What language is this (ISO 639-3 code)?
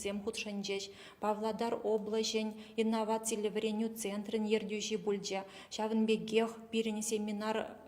chv